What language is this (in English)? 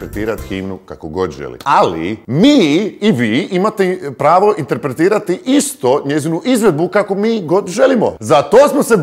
Croatian